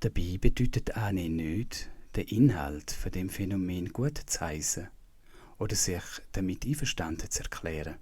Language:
Swiss German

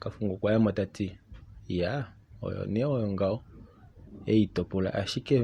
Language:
Kuanyama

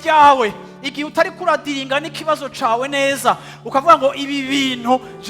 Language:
Rundi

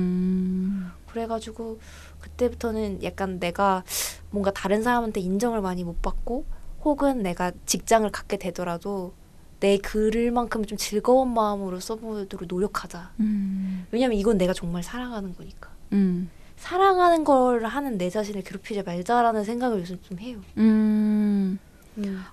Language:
Korean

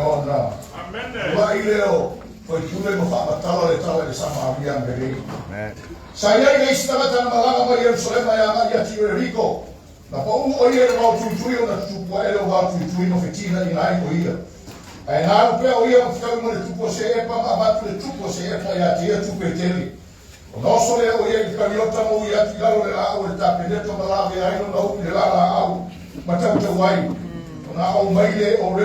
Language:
Samoan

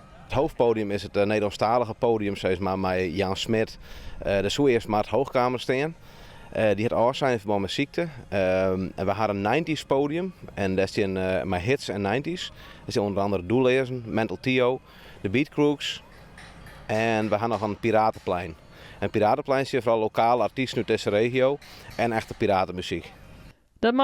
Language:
Western Frisian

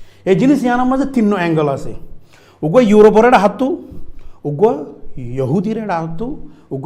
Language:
Rohingya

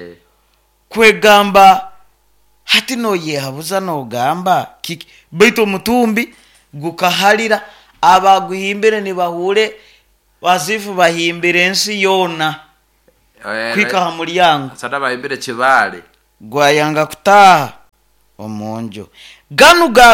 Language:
Nyoro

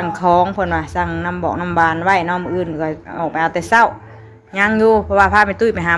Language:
Northeastern Thai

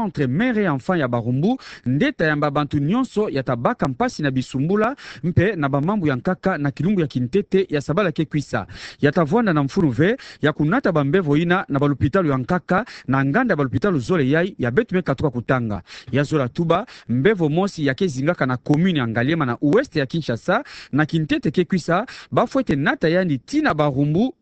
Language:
Kituba (Democratic Republic of Congo)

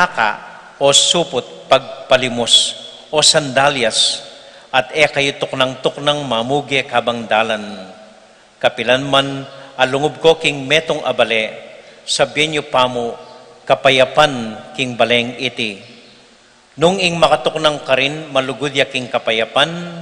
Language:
Pampanga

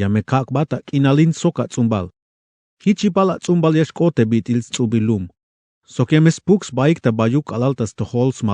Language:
Tzeltal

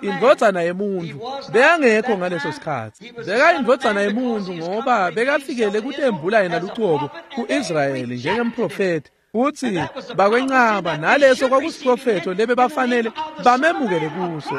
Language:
Swati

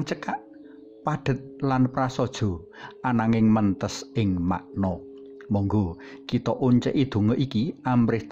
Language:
Javanese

